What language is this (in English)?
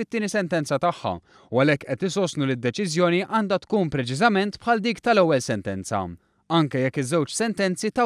Maltese